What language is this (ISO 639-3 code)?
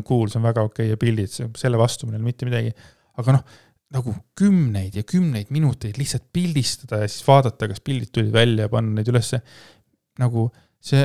est